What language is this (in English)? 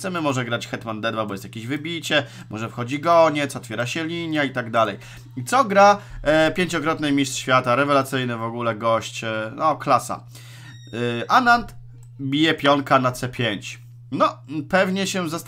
Polish